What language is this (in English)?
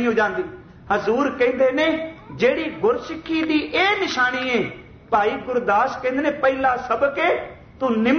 Punjabi